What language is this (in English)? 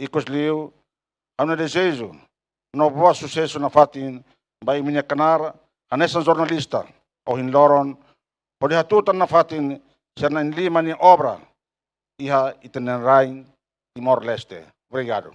Tetum